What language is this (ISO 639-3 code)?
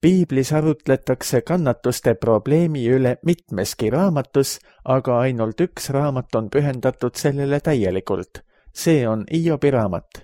est